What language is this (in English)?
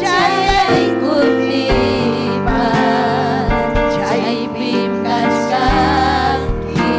Ayacucho Quechua